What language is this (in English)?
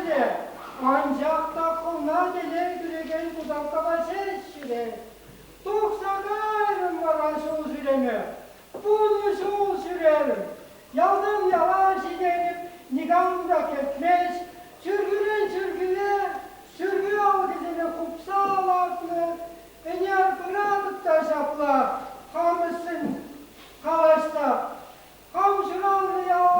Chuvash